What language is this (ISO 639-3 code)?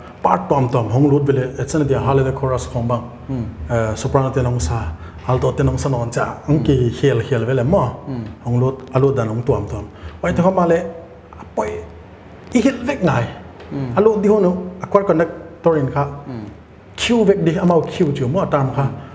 pck